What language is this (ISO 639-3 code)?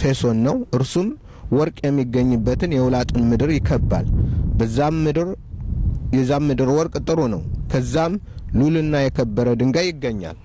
amh